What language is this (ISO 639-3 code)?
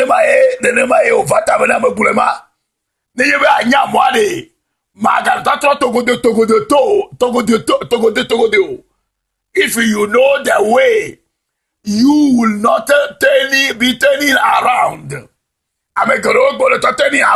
ewe